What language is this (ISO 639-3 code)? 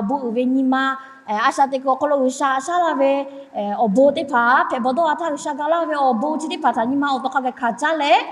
lhu